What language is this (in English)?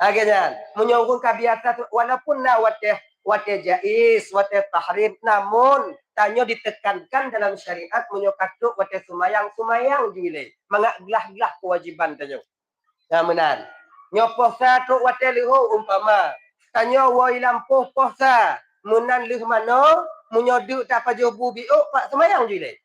Achinese